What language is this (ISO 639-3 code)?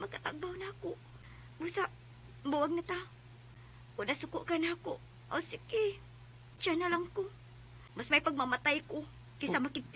ceb